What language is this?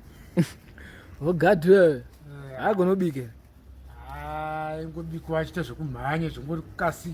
Shona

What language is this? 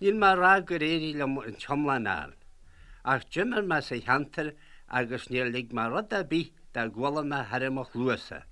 Irish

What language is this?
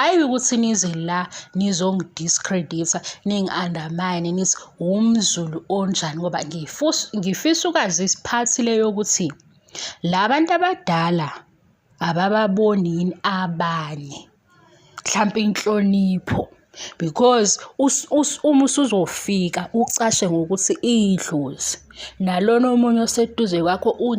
Zulu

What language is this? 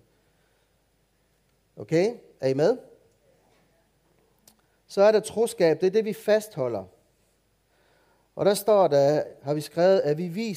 Danish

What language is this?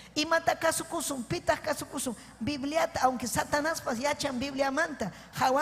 Ayacucho Quechua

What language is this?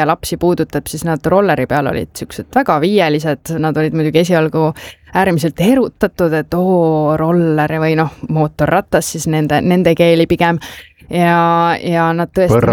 Estonian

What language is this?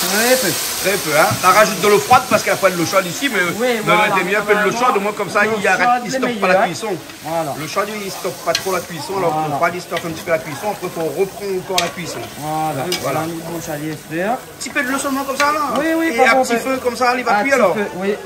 Réunion Creole French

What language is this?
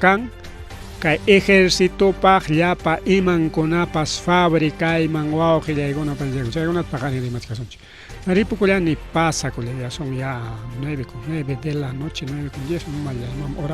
Ayacucho Quechua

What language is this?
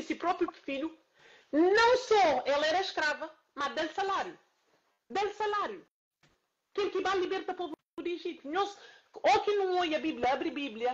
Kabuverdianu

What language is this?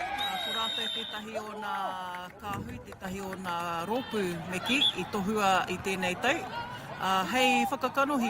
Māori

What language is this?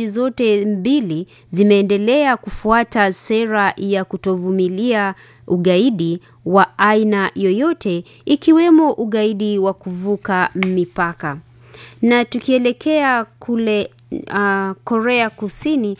Swahili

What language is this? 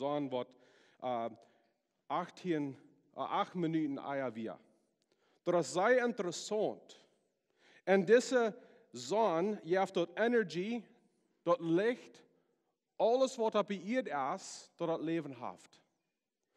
Plautdietsch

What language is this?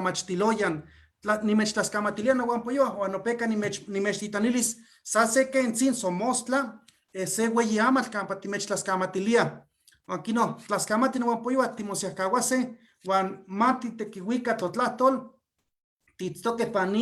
Eastern Huasteca Nahuatl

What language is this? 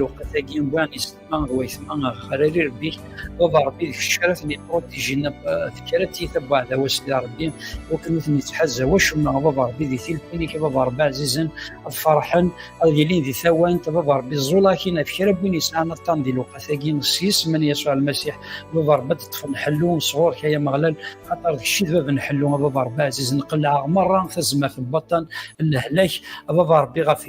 Kabyle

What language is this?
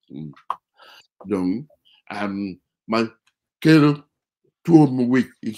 Acoli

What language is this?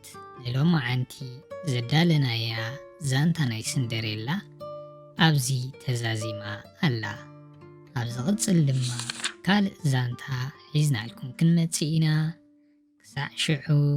Tigrinya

